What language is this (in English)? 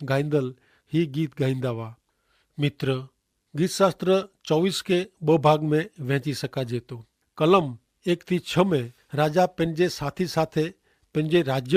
Kachhi